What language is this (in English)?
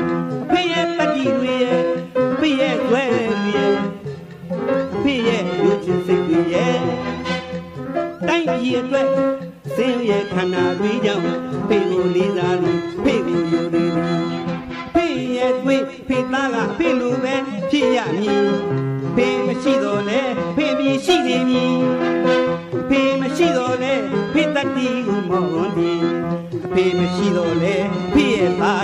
Burmese